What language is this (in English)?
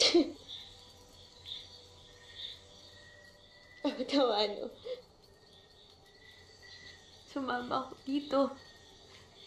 Filipino